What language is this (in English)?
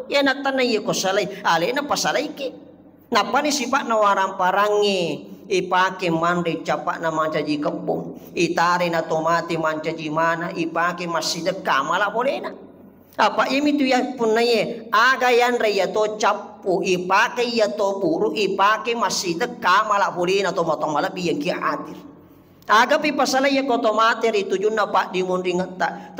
Buginese